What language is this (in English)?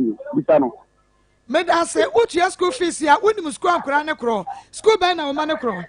Akan